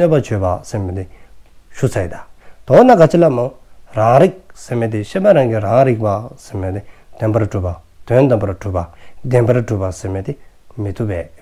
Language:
Dzongkha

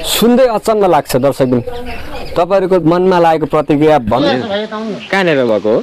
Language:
Nepali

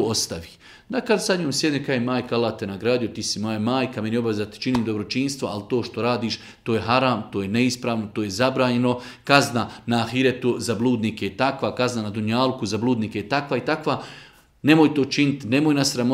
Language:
Bosnian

